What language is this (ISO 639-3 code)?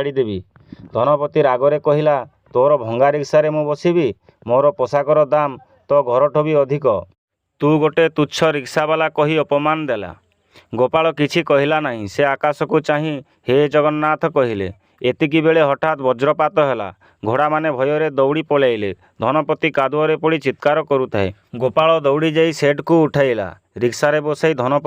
ori